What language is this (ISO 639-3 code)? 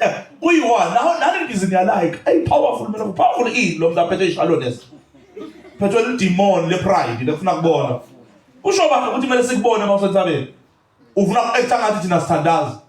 zul